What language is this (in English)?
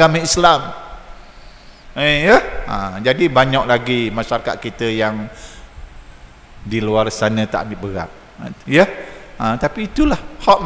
Malay